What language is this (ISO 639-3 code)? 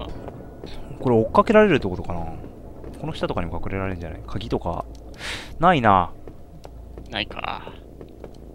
jpn